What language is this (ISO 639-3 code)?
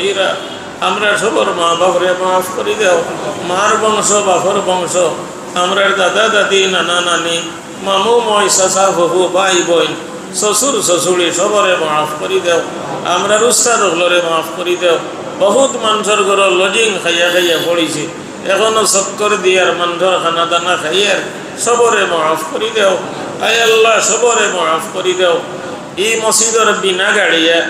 syl